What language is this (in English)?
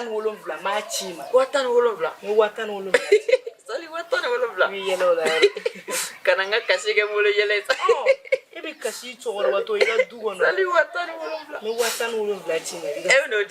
Bambara